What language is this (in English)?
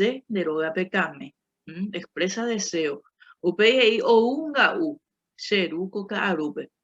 Guarani